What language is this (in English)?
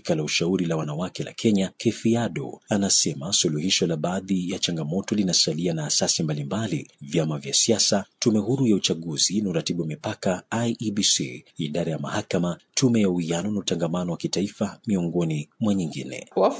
Swahili